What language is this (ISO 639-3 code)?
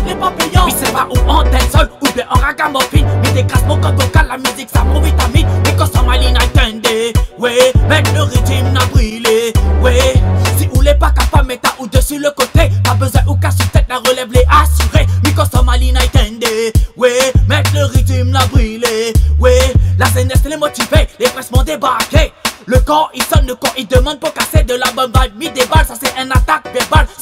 rcf